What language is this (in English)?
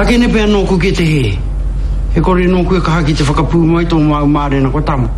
Māori